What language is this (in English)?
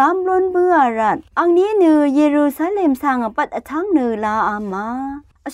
Rawang